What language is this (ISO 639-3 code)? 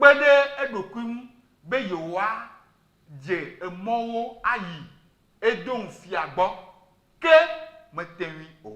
ewe